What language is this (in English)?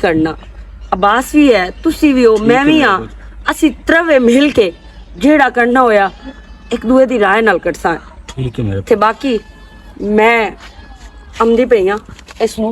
Western Panjabi